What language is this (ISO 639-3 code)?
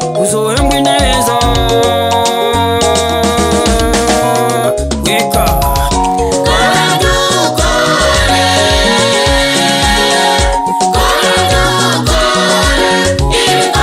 run